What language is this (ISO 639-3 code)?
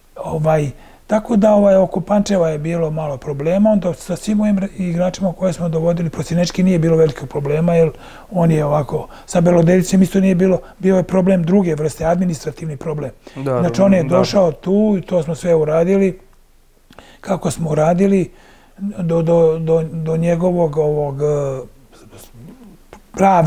srp